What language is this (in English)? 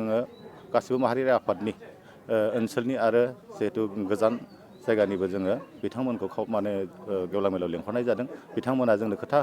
Bodo